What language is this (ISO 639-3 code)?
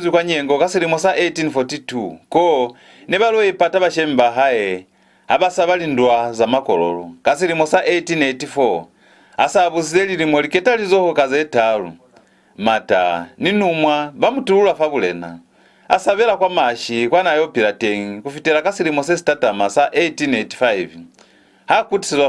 loz